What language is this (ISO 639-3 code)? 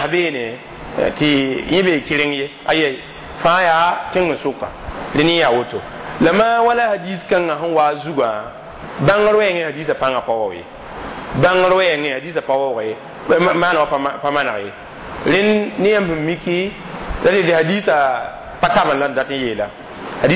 mos